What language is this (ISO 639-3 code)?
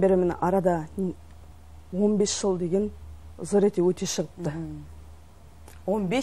kaz